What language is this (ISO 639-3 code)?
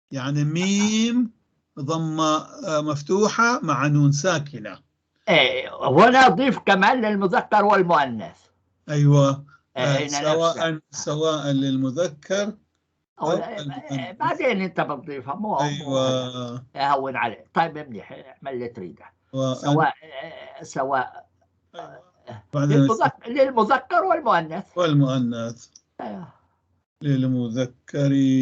apc